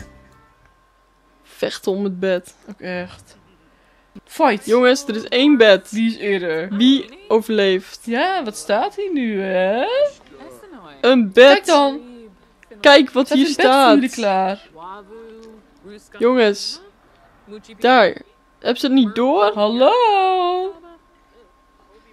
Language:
Dutch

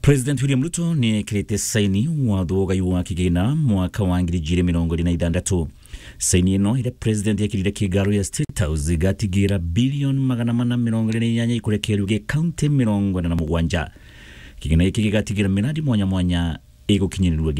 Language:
Meru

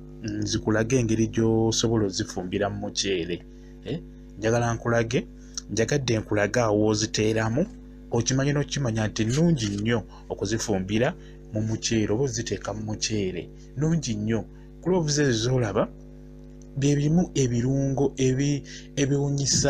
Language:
Ganda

